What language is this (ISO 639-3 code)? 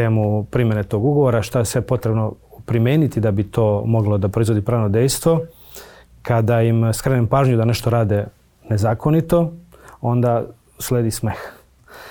srp